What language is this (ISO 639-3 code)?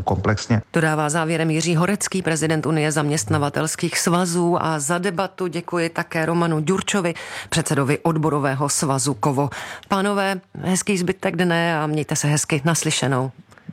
ces